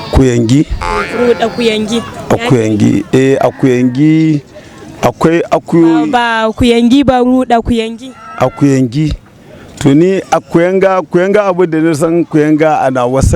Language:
Hausa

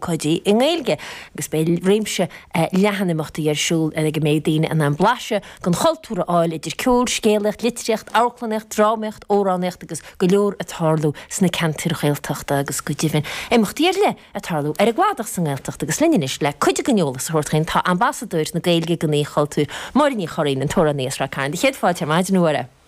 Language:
Irish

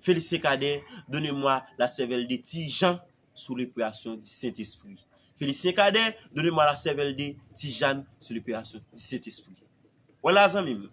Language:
Haitian Creole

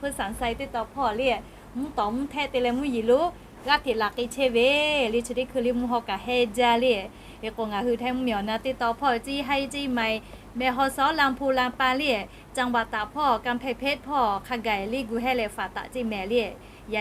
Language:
Lahu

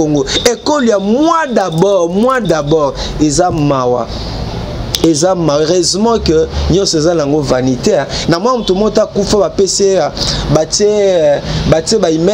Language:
Lingala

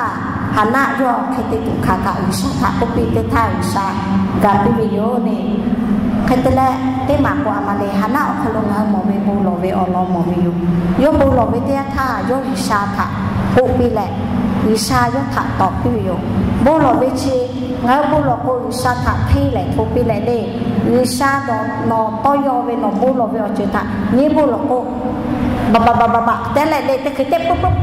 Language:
Lahu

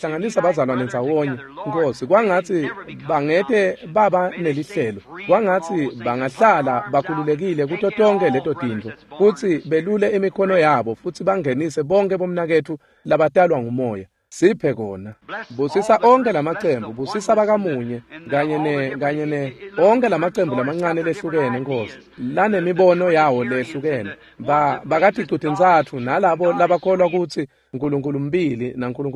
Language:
Swati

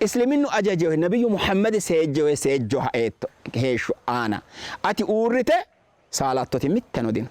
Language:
Sidamo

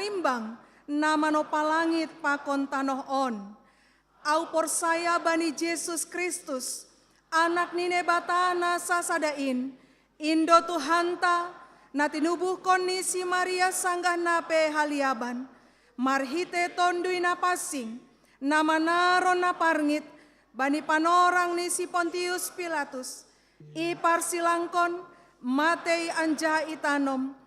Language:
Batak Simalungun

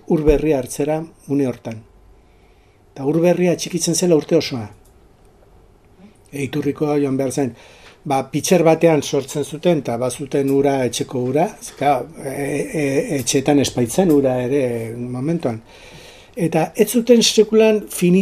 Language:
Basque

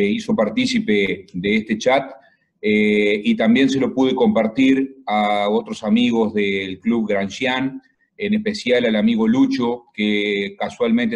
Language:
Spanish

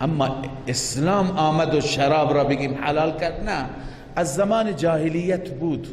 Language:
Persian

